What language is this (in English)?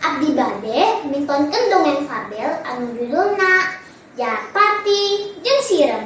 Sundanese